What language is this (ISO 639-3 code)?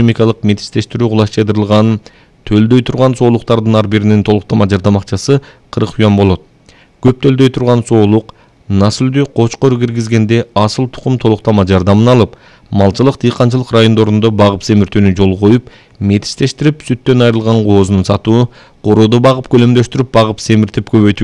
kir